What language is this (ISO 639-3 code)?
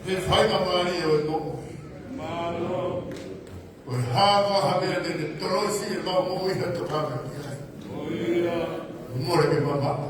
ton